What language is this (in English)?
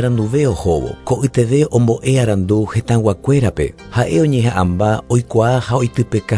Guarani